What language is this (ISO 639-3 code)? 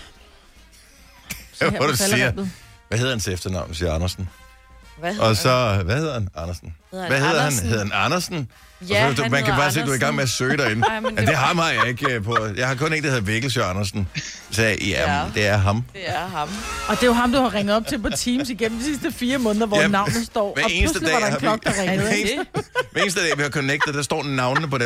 dan